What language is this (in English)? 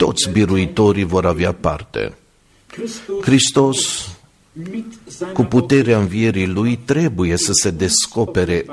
Romanian